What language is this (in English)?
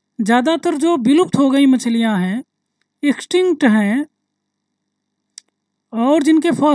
Hindi